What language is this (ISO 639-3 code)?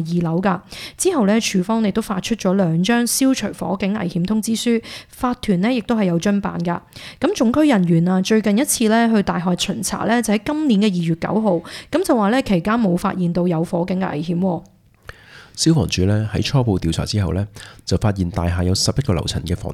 yue